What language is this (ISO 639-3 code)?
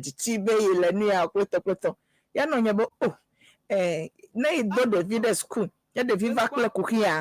ewe